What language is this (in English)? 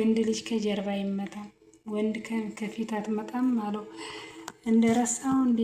Amharic